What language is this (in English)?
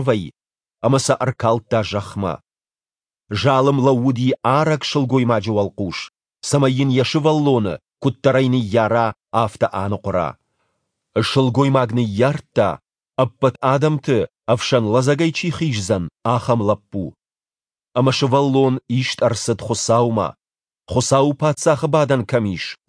Ossetic